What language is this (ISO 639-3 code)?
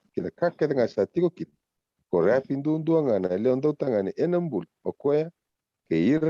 fij